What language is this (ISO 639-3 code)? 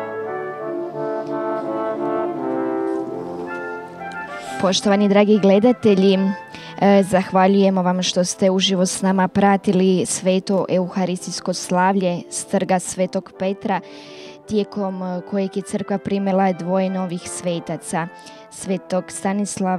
hrv